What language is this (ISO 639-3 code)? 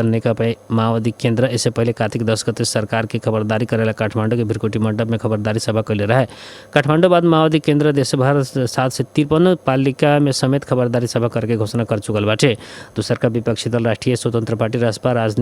bho